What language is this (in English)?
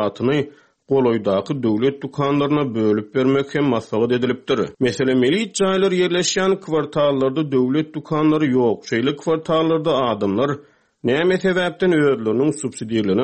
Turkmen